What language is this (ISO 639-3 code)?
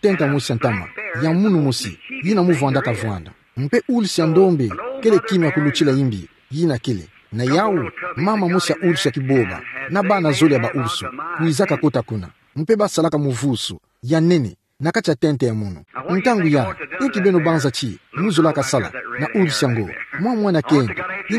ktu